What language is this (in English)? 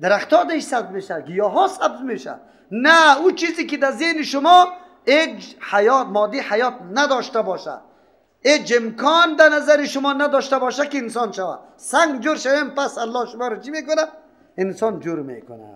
Persian